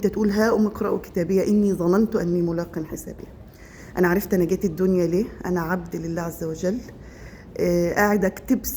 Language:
Egyptian Arabic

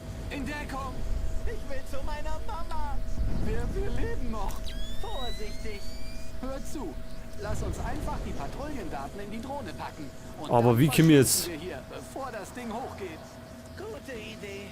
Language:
Bavarian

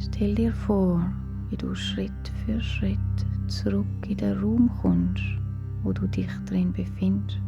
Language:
Swiss German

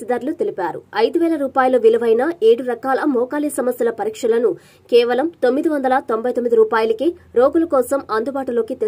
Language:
Telugu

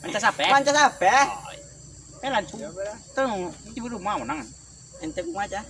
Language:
Minangkabau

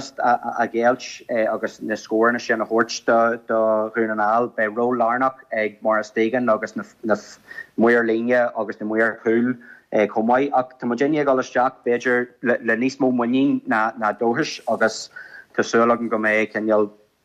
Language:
Irish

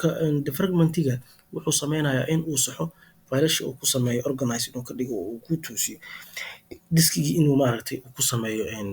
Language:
Somali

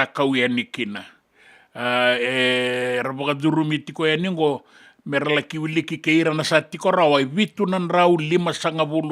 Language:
Fijian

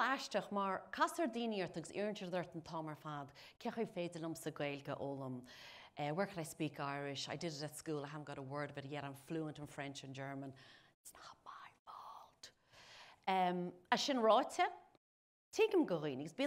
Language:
Irish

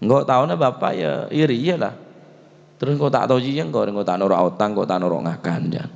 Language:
Madurese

